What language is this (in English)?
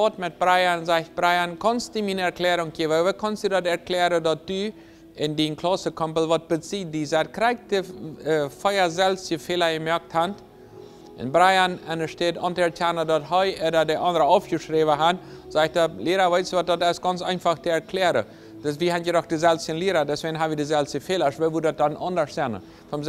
Plautdietsch